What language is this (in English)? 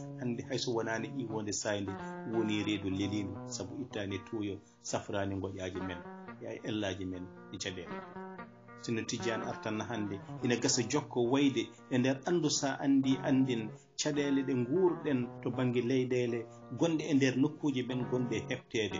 Fula